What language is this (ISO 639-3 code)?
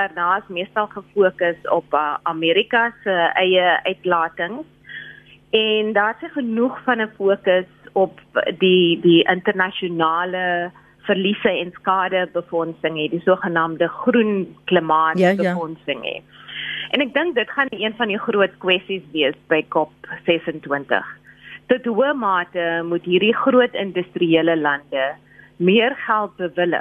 afr